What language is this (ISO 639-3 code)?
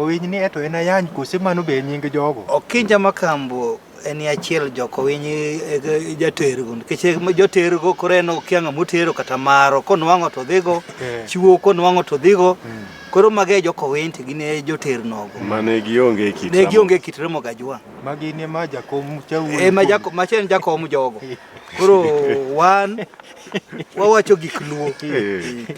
luo